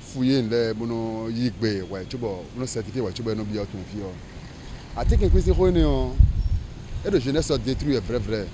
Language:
Fon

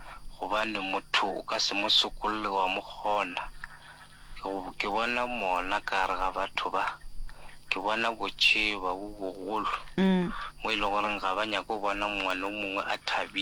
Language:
Northern Sotho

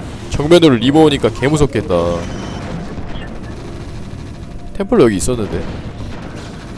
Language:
Korean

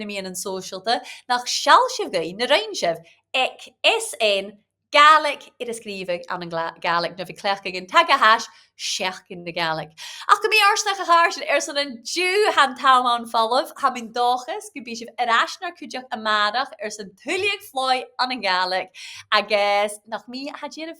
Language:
Scottish Gaelic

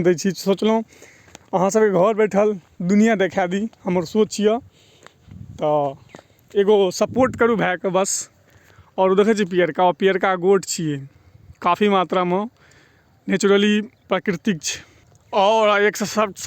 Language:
Maithili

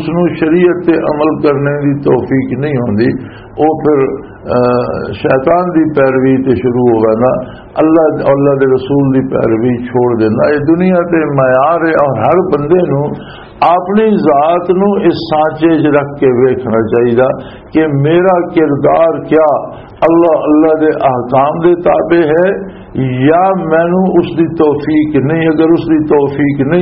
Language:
Western Panjabi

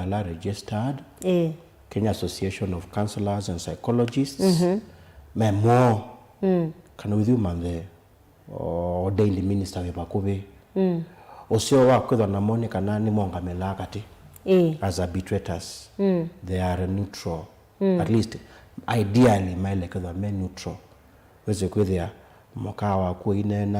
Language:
Kamba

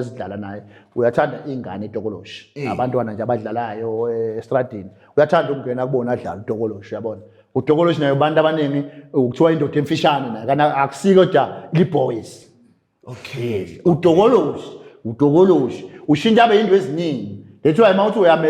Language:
Zulu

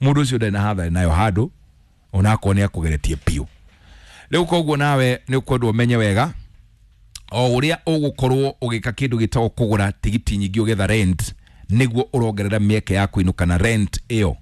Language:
Kikuyu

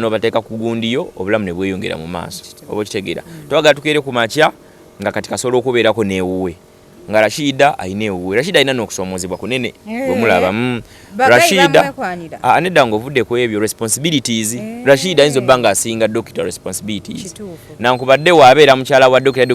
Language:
Ganda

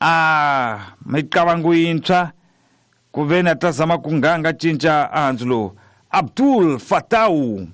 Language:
Tsonga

